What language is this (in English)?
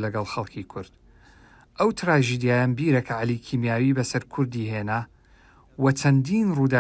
Central Kurdish